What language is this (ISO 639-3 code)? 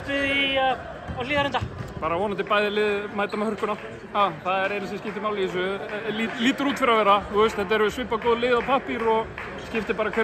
isl